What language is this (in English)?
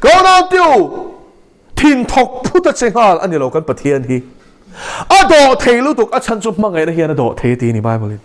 Mizo